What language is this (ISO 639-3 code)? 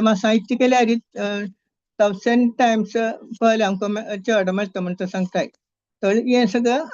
kok